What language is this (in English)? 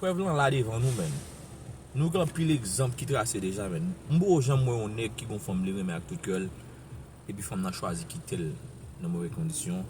Haitian Creole